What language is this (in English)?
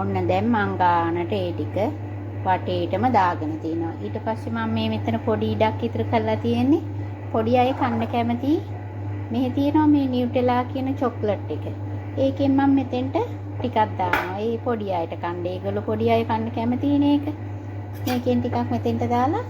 Sinhala